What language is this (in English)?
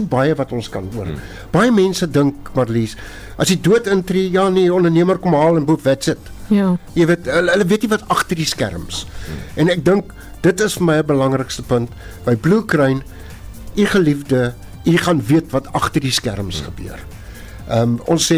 Afrikaans